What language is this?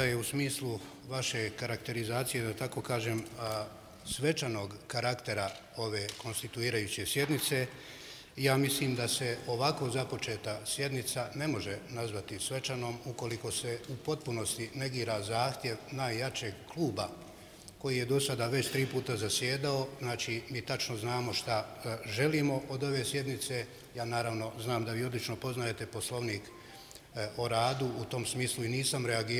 Bosnian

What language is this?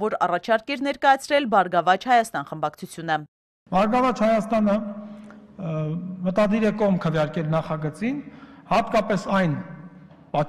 Armenian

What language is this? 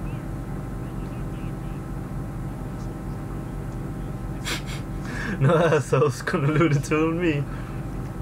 English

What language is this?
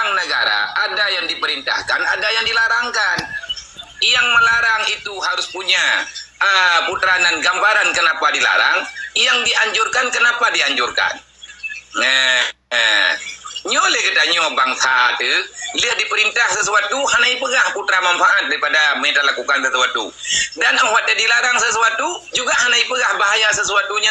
Achinese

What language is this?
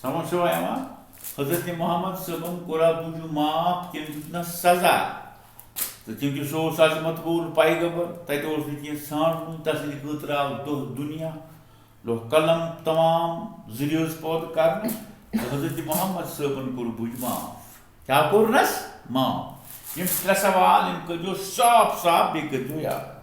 Kashmiri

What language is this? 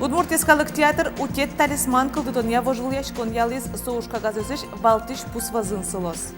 Udmurt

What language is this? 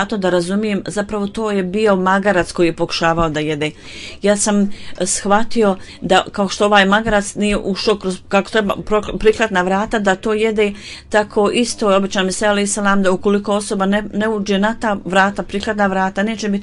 Bosnian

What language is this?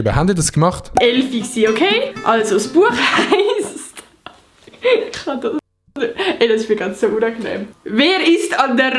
Swiss German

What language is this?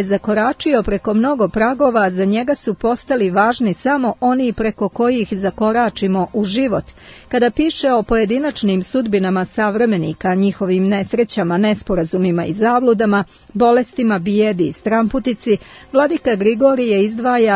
Serbian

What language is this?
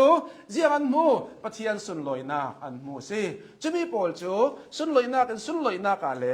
Hakha Chin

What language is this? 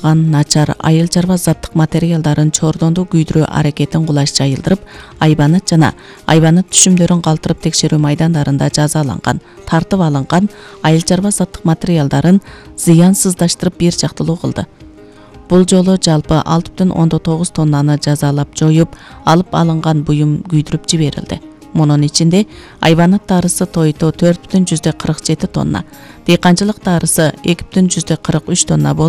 Kyrgyz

